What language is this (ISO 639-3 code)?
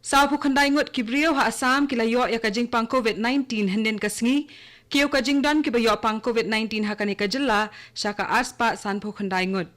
kha